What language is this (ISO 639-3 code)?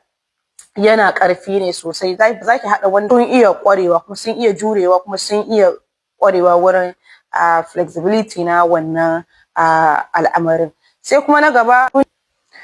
hau